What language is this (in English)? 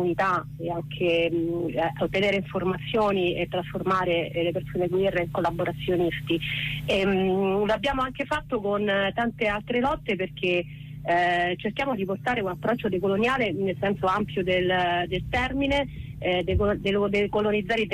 Italian